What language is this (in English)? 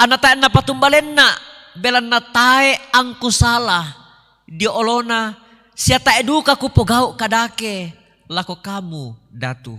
Toraja-Sa'dan